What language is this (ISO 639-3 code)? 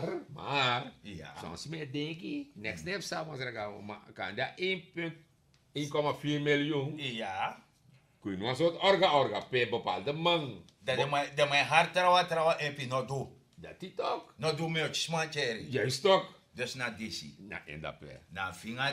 srn